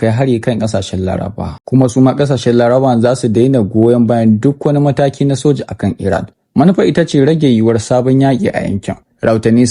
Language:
Hausa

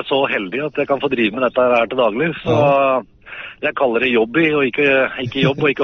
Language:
Norwegian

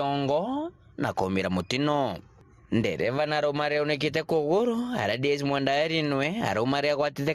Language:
Meru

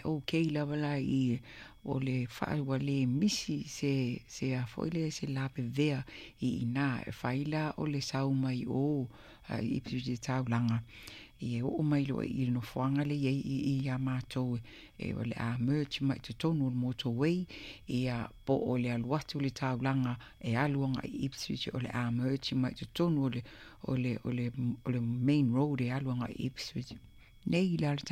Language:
Samoan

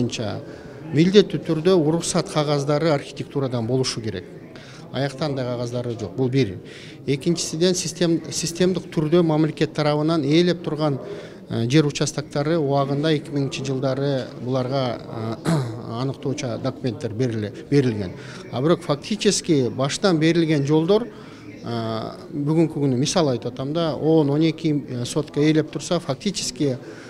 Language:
Kyrgyz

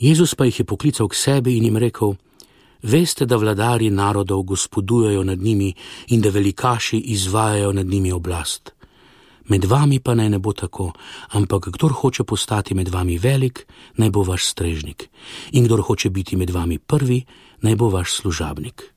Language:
Slovenian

